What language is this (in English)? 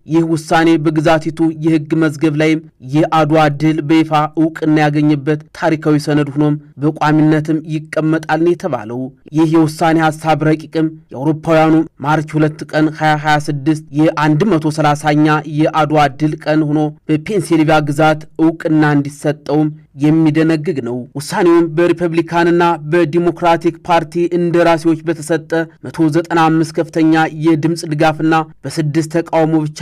Amharic